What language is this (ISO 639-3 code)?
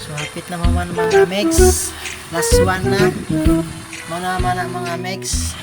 ceb